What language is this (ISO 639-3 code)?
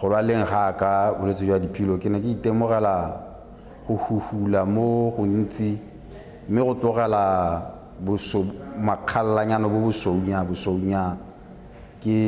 tsn